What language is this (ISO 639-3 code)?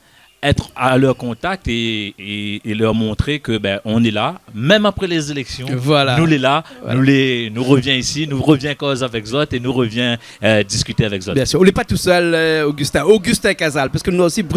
rcf